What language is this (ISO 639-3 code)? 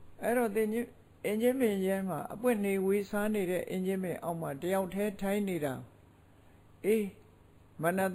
mya